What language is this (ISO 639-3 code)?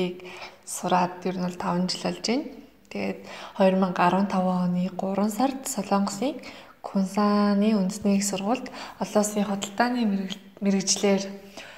mon